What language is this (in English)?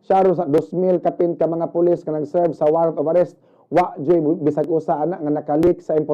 Cebuano